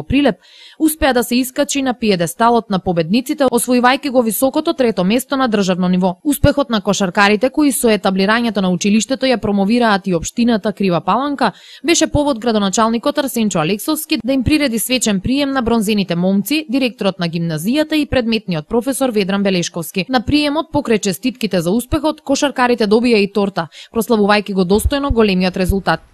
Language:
Macedonian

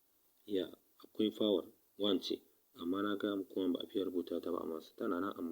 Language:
Hausa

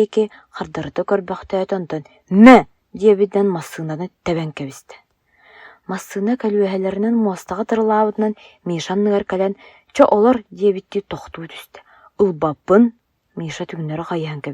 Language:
Yakut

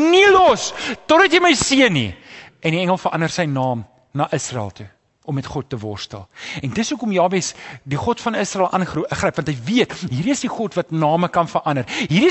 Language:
Afrikaans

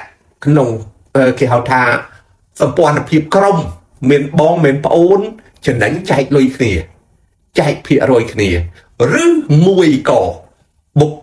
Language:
Khmer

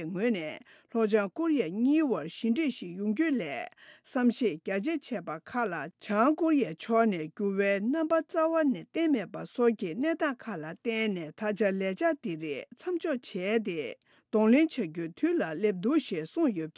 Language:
Tibetan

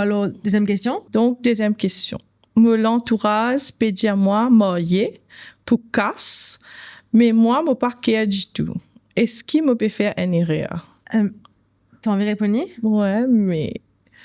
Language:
Morisyen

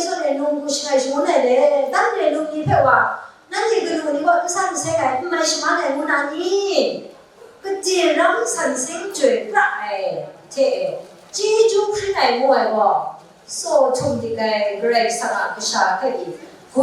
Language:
Kachin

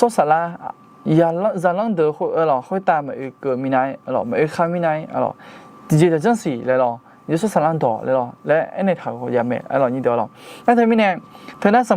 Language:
Akha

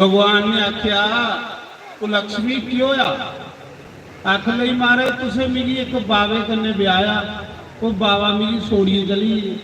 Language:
Dogri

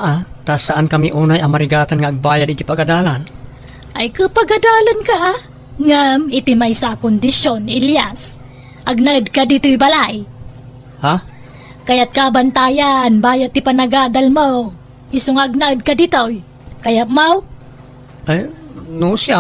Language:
Iloko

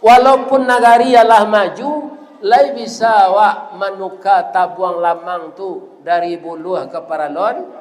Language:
Minangkabau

